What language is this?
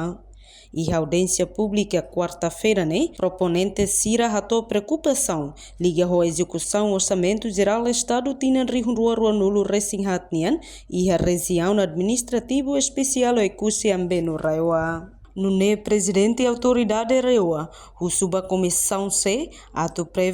Tetum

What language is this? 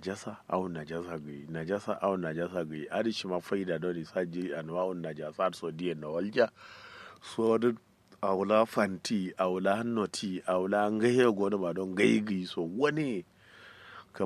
Kanuri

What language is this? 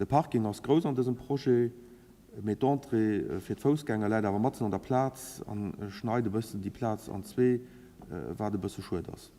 Luxembourgish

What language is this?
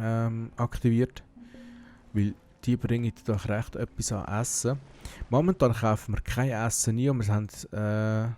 Swiss German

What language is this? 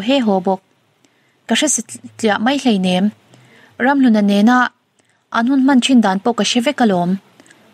Mizo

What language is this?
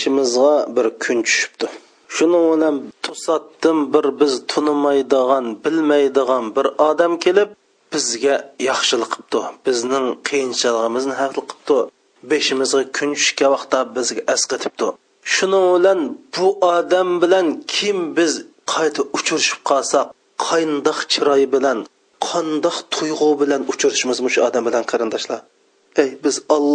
Uyghur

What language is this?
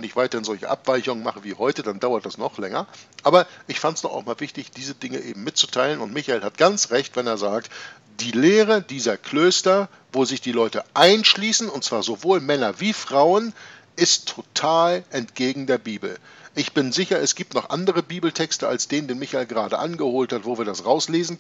German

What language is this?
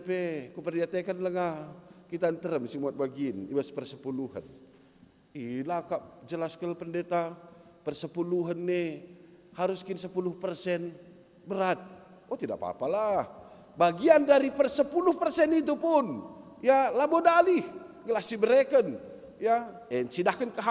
Batak Karo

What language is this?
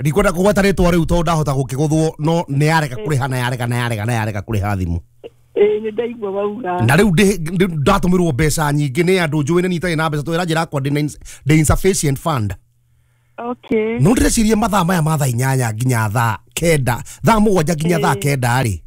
Kikuyu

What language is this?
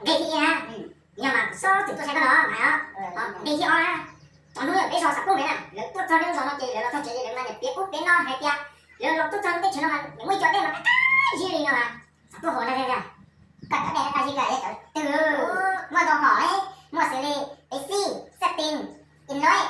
Hmong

